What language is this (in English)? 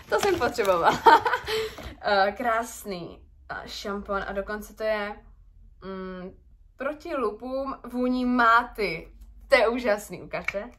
Czech